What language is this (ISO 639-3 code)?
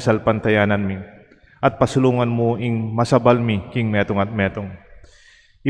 pam